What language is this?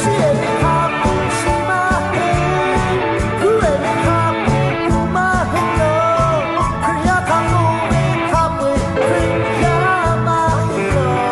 Lahu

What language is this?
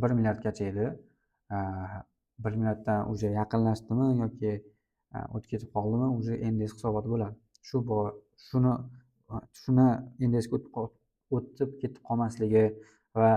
Uzbek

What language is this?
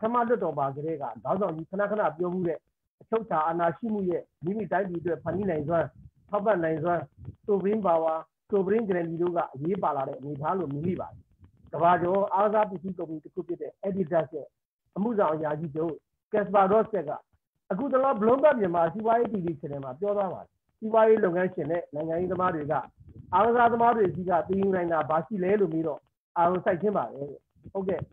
Burmese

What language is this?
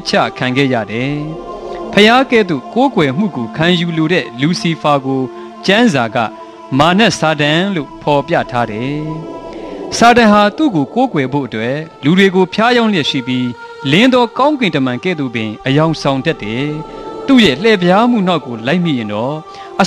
Burmese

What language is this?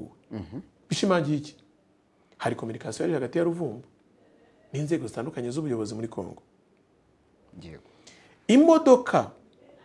Kinyarwanda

